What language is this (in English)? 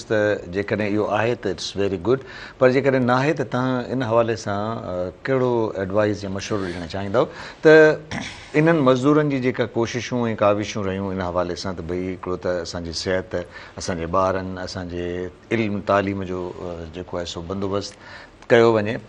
Sindhi